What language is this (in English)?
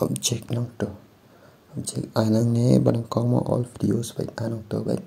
Khasi